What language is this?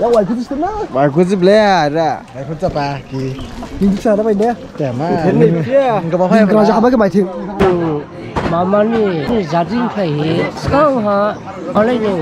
Dimasa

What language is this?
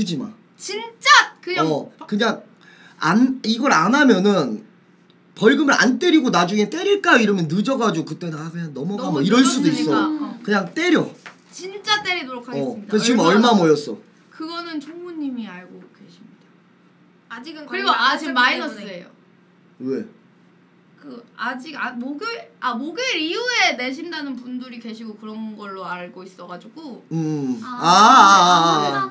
Korean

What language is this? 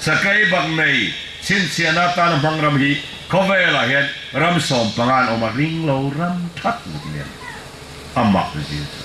Falam Chin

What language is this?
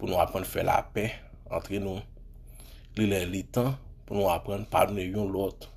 Haitian Creole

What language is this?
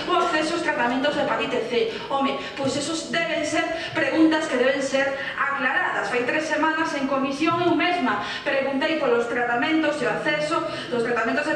Galician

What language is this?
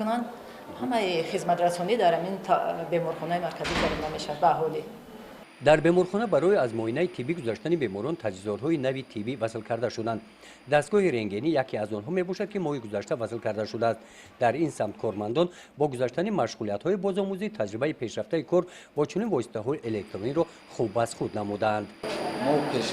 Tajik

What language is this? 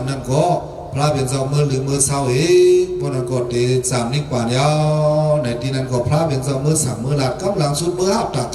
Shan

